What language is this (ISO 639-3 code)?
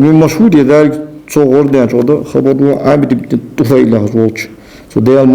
inh